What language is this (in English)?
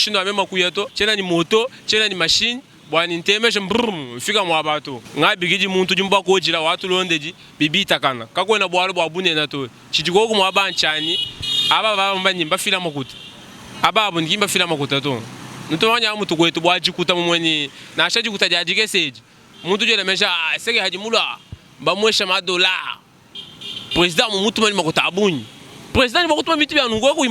Luba-Lulua